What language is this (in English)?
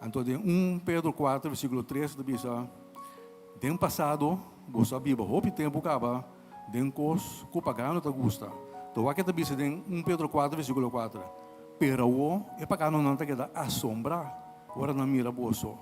Papiamento